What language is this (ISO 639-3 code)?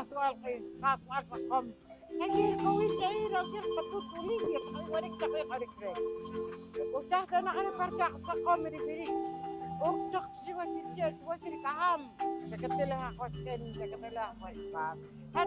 poh